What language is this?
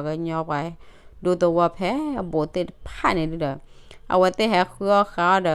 S'gaw Karen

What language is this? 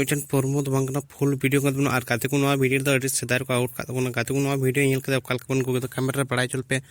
Santali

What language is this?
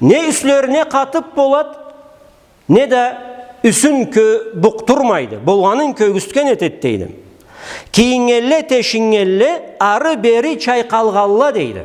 Karachay-Balkar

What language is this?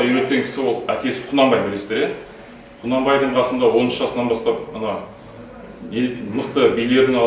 Kazakh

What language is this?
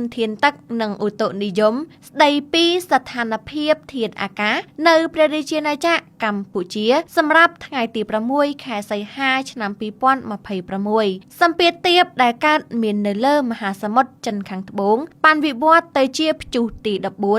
Khmer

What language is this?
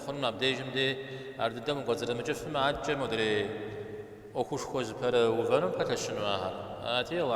Kabardian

